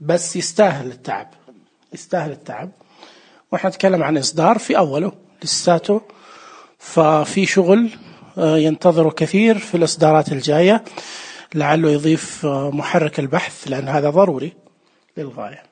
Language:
Najdi Arabic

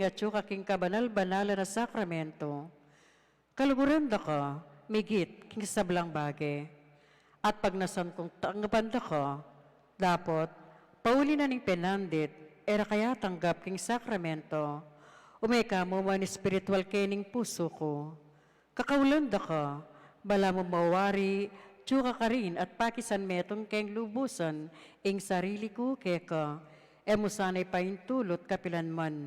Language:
Pampanga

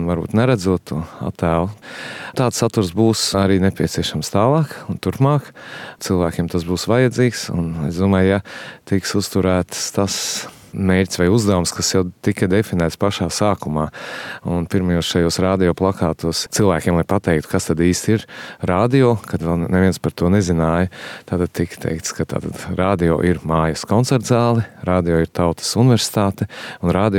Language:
Latvian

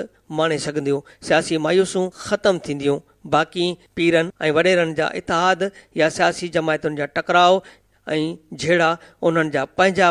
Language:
Sindhi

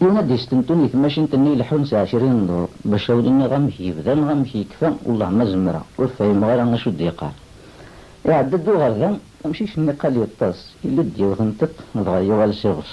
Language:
Kabyle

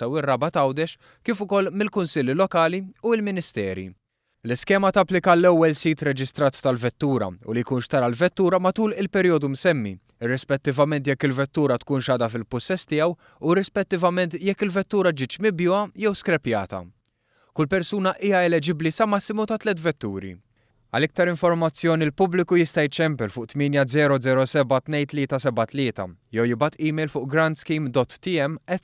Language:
Maltese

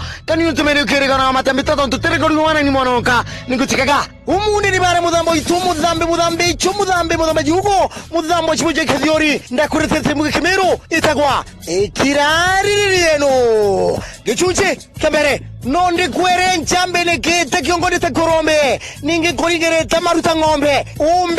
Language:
Meru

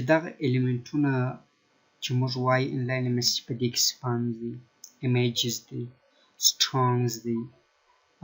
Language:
Pashto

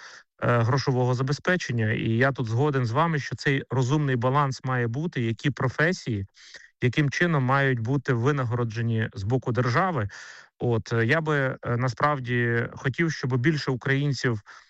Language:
Ukrainian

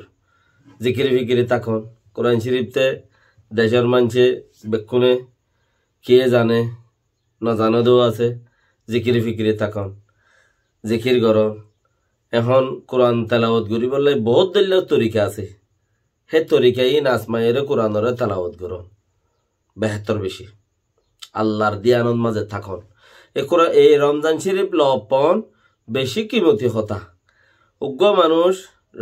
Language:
Rohingya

